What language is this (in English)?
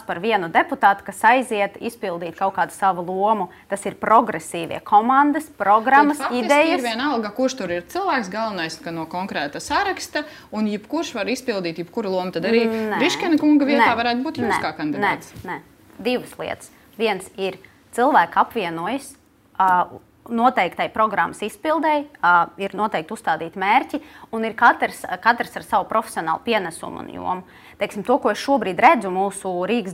Latvian